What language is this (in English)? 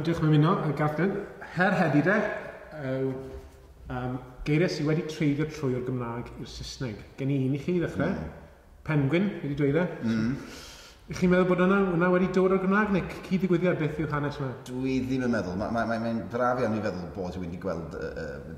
Welsh